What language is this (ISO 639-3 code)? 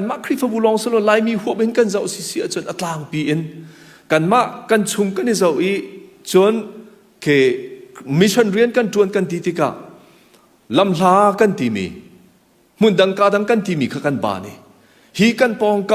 cnh